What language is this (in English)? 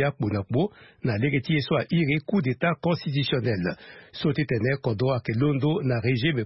Sango